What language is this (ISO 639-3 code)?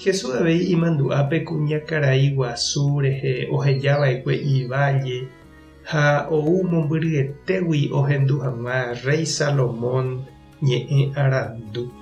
grn